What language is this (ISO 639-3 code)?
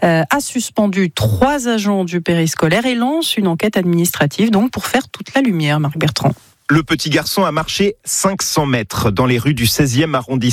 fra